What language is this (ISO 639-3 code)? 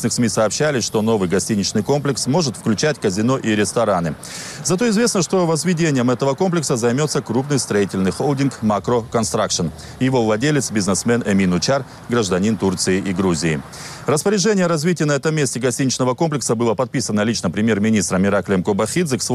rus